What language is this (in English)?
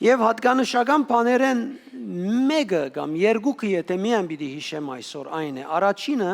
Western Armenian